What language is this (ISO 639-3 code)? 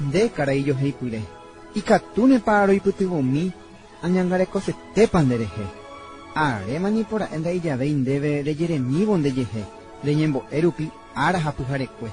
grn